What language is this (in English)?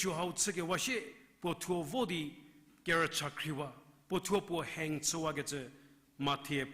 Angami Naga